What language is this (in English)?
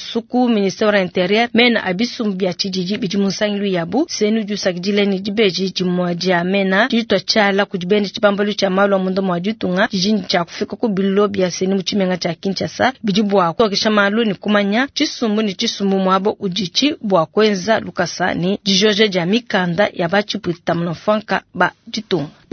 Luba-Lulua